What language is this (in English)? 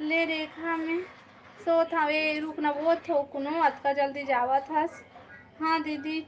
Chhattisgarhi